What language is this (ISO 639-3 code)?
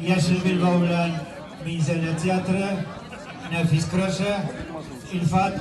tat